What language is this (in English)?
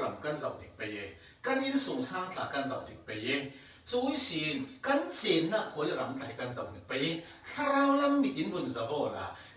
Falam Chin